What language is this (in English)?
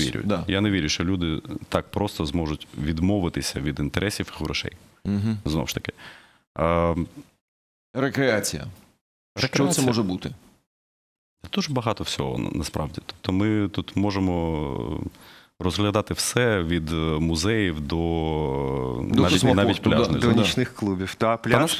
Ukrainian